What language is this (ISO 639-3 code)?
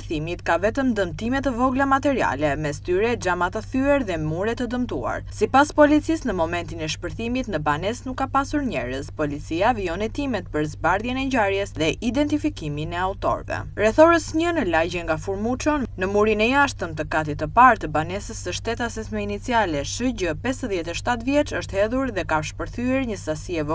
sqi